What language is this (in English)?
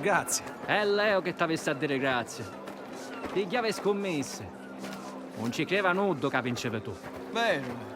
Sicilian